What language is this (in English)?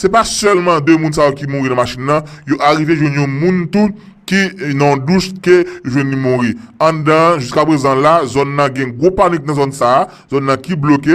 Haitian Creole